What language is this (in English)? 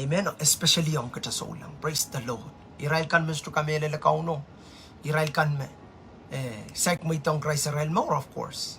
Pohnpeian